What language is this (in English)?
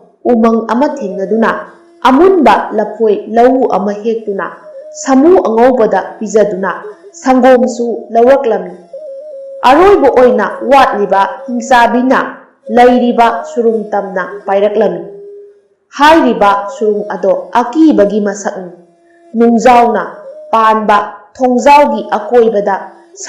Manipuri